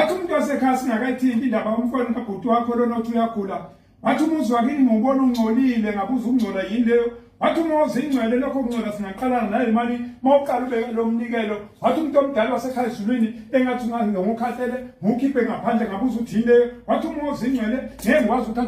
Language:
Zulu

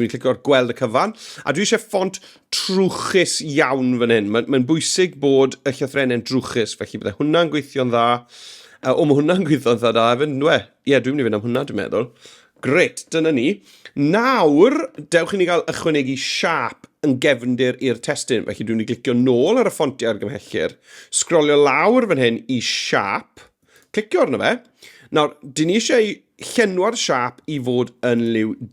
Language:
Welsh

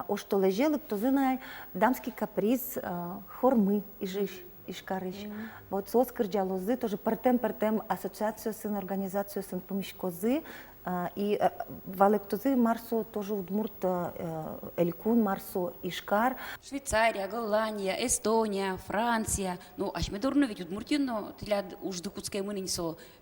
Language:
Udmurt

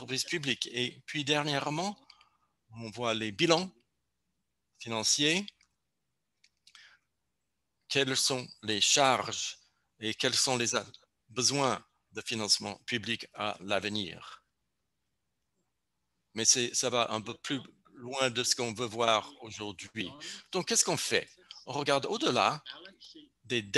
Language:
French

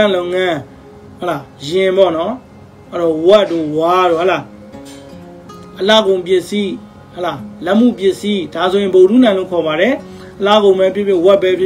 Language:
Burmese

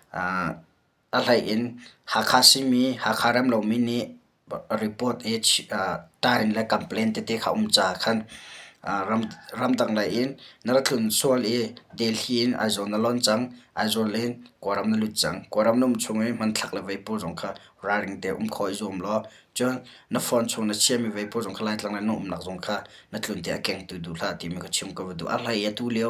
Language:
Hakha Chin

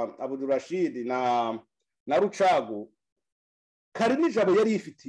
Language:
Kinyarwanda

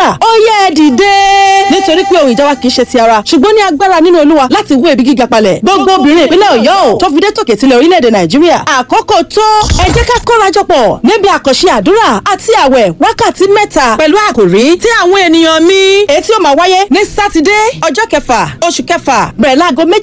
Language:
Yoruba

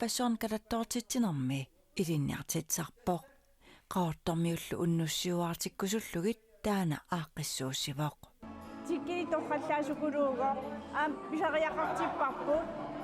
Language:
Kalaallisut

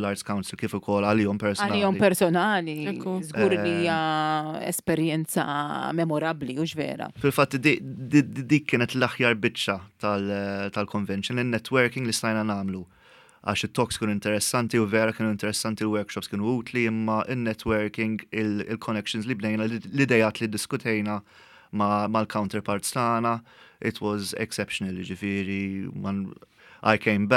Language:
Maltese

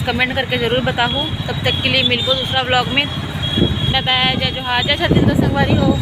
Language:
Chhattisgarhi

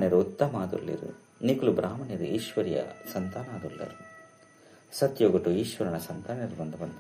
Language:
Tulu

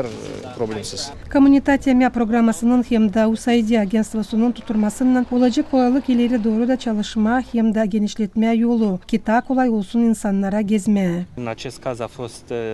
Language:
Gagauz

